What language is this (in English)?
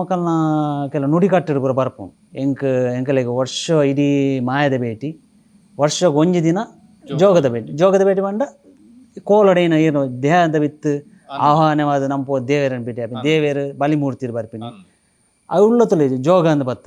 Tulu